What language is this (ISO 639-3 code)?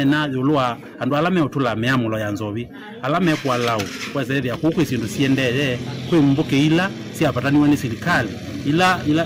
kam